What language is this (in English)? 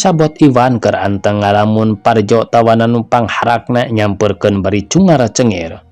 Sundanese